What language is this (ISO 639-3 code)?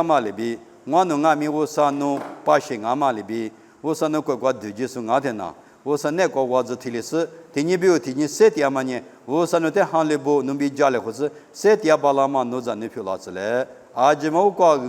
lis